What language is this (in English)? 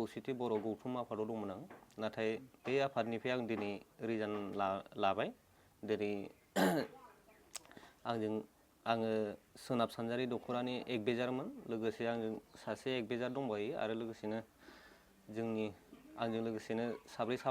Bodo